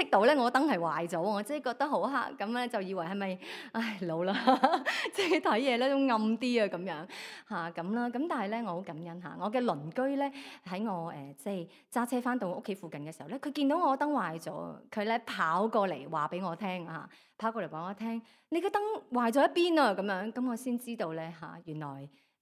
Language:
Cantonese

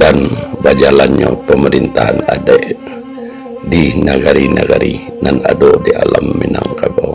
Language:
Minangkabau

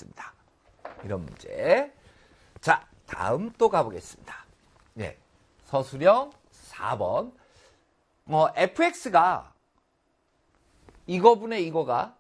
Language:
Korean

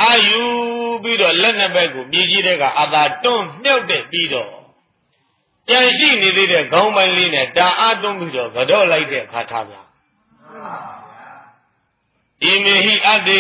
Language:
Burmese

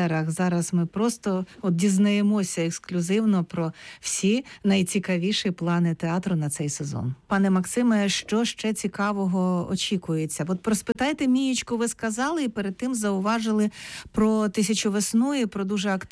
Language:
Ukrainian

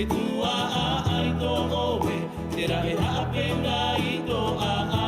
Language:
Tahitian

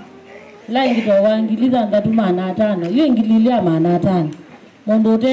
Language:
Kamba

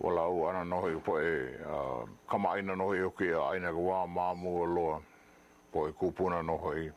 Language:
Hawaiian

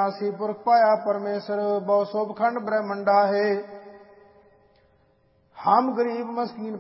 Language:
Punjabi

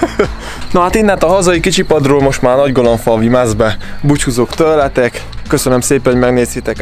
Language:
Hungarian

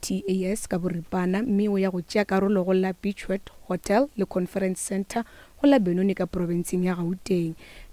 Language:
Northern Sotho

